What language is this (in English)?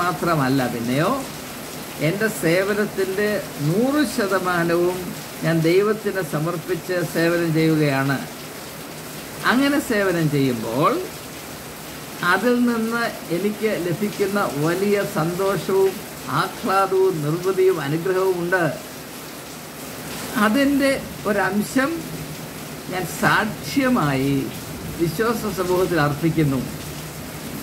Malayalam